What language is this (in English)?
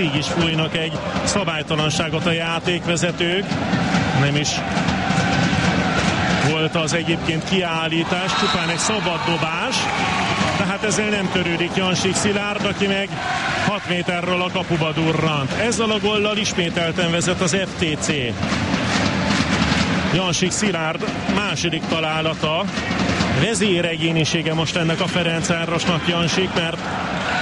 Hungarian